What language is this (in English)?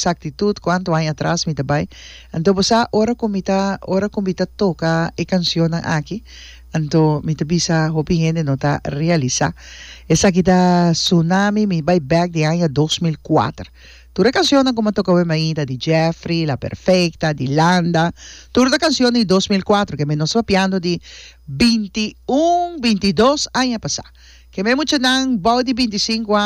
Papiamento